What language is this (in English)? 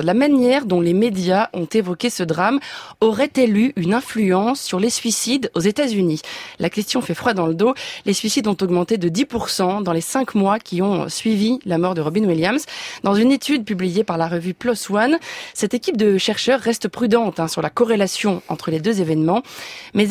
French